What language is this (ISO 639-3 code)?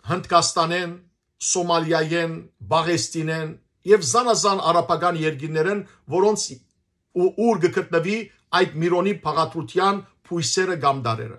hyw